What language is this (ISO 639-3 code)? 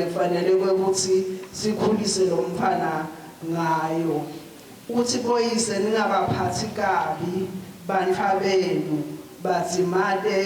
ssw